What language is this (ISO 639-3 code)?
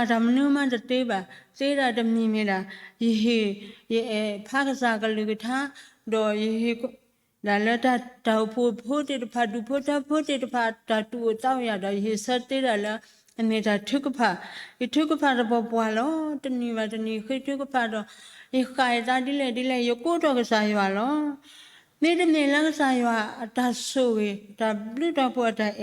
ksw